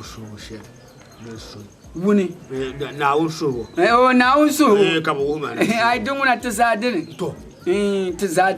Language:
Dagbani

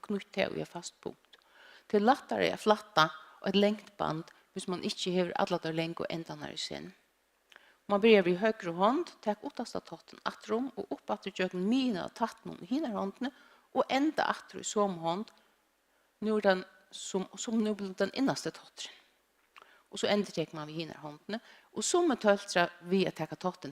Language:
Faroese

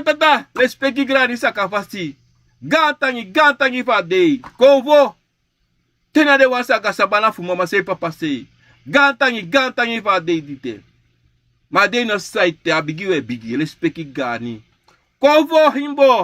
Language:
Sranan Tongo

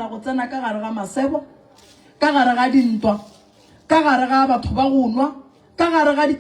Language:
Northern Sotho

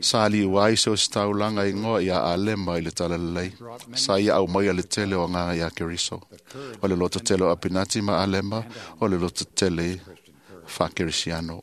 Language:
Samoan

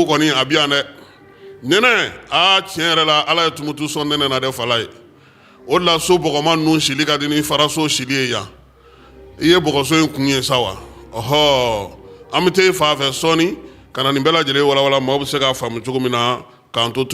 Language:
Bambara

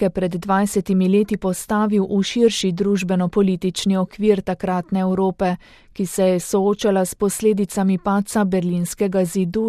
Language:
Slovenian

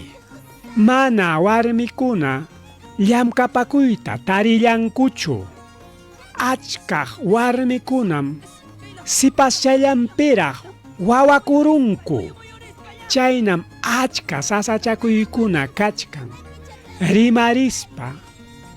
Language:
Ayacucho Quechua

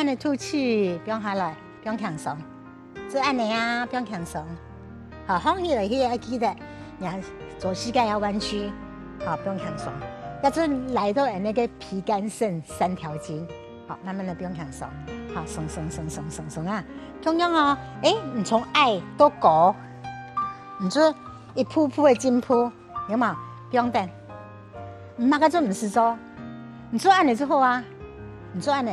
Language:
Hakka Chinese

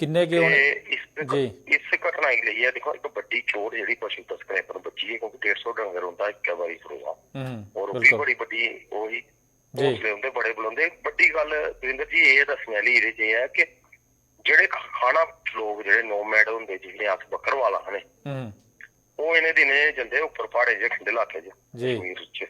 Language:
Dogri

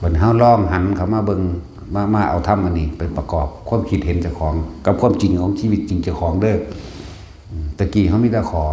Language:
Northeastern Thai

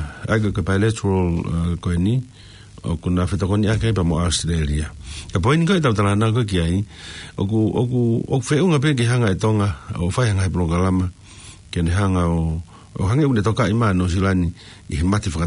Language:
Tongan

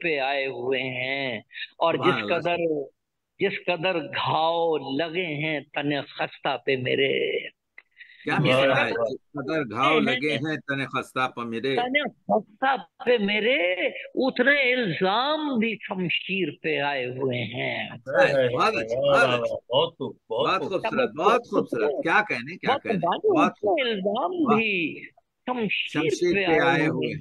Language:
Urdu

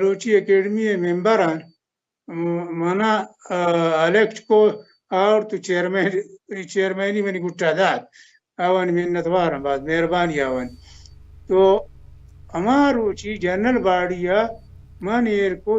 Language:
Baluchi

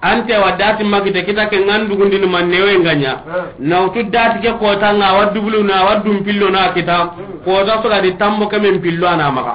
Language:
Soninke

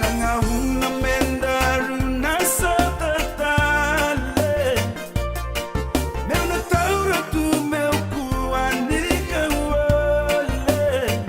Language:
Fijian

